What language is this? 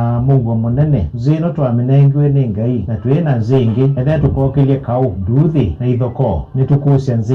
Kamba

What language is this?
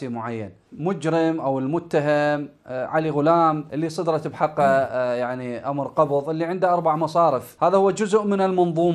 Mesopotamian Arabic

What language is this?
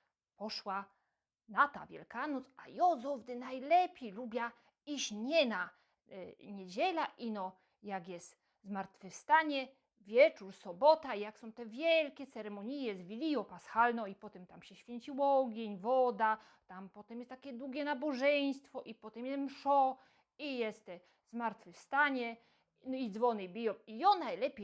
Silesian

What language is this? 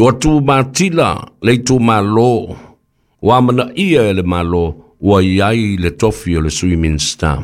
Samoan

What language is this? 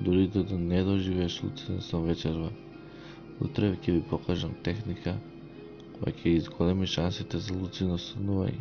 Macedonian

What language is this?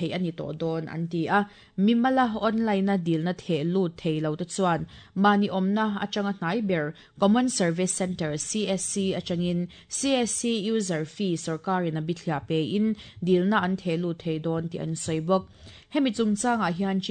Mizo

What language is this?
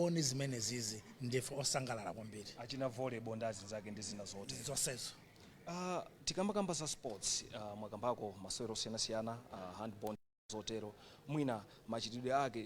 Nyanja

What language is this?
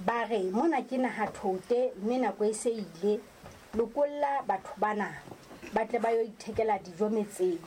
Southern Sotho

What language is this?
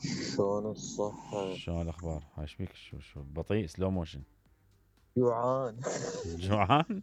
Mesopotamian Arabic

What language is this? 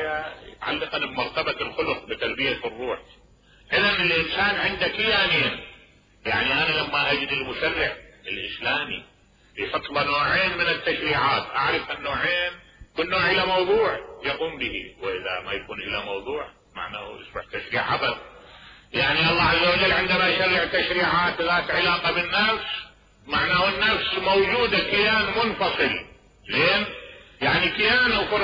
Mesopotamian Arabic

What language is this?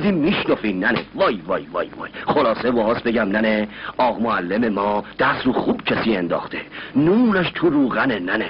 Persian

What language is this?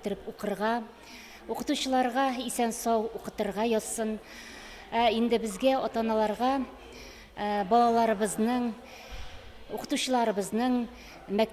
Tatar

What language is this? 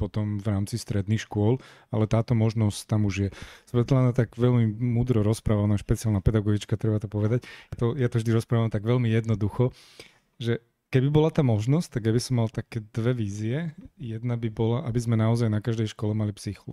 Slovak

